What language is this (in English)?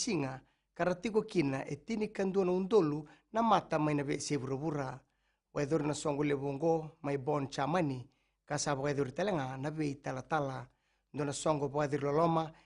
Fijian